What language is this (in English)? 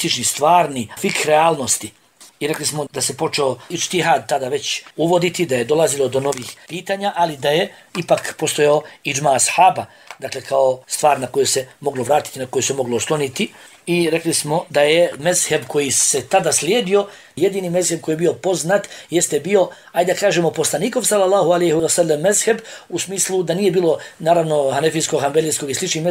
Bosnian